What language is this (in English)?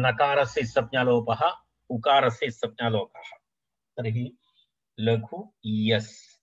Sanskrit